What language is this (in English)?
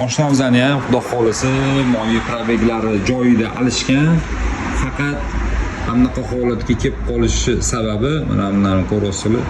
Uzbek